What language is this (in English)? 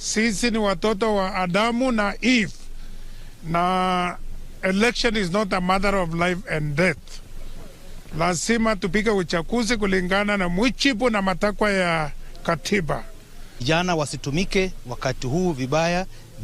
Gusii